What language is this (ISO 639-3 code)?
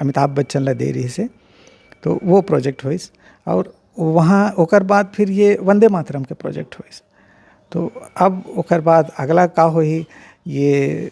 hne